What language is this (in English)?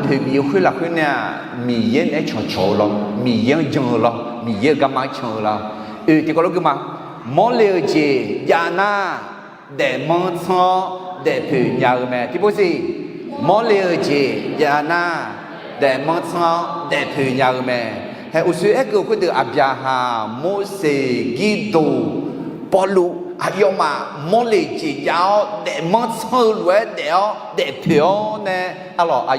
Akha